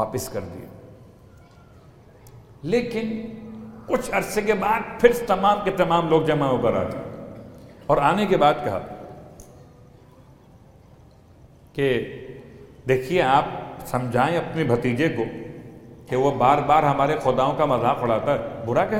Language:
Urdu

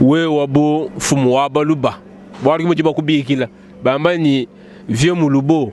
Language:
Luba-Lulua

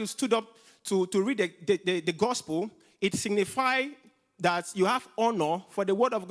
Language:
English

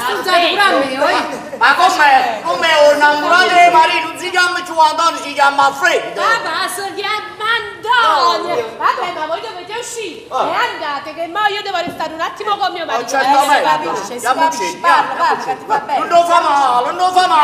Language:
Neapolitan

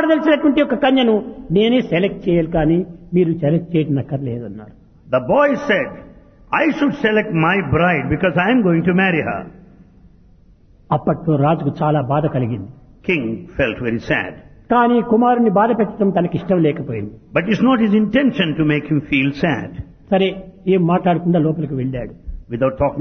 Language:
Telugu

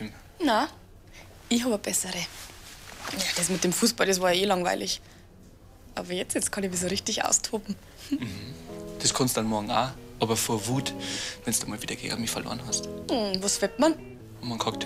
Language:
Bavarian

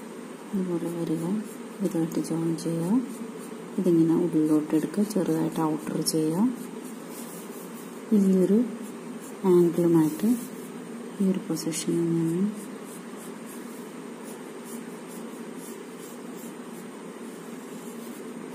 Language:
Malayalam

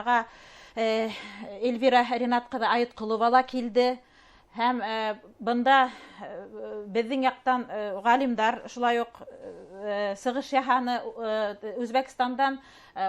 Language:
Bashkir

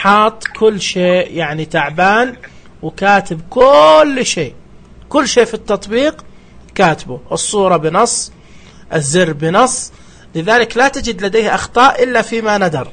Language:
Najdi Arabic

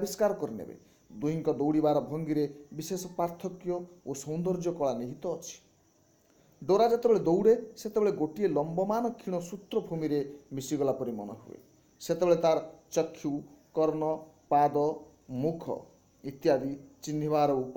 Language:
Odia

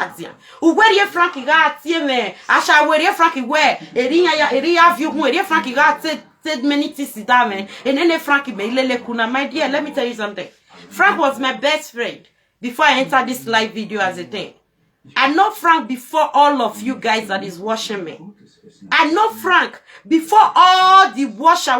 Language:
Nigerian Pidgin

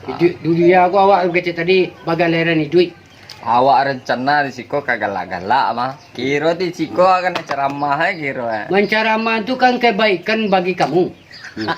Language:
Minangkabau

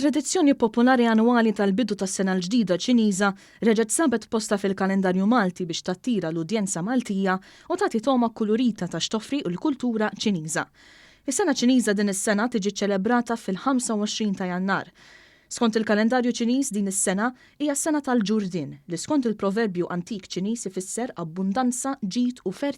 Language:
Maltese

